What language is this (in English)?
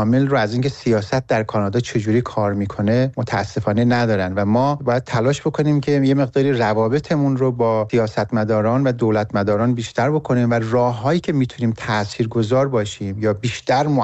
Persian